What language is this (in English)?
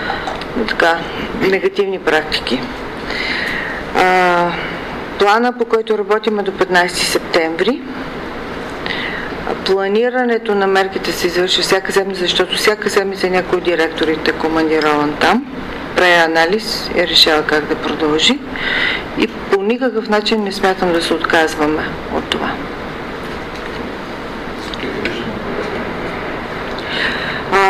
Bulgarian